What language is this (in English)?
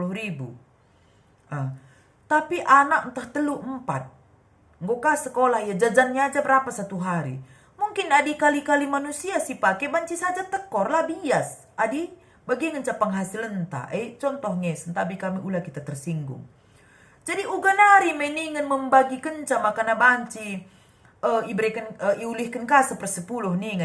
Batak Karo